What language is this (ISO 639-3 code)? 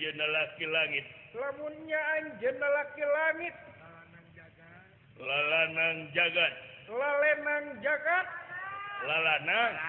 sun